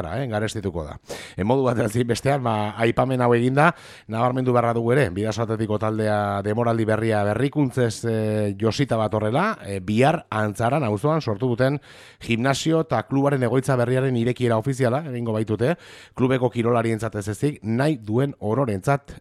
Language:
Basque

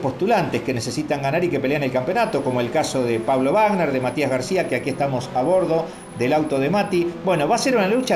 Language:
Spanish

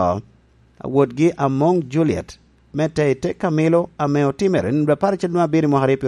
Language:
Lango (Uganda)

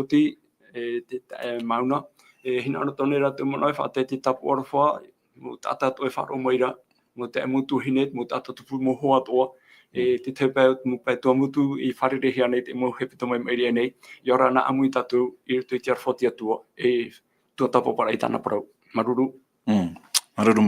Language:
Tahitian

